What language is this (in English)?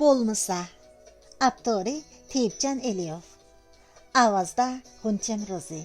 Uyghur